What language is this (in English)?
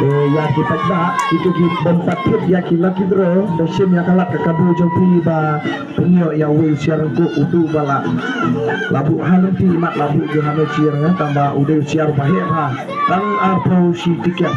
Khasi